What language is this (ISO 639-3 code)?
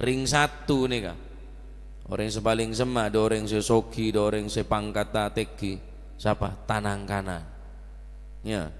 mad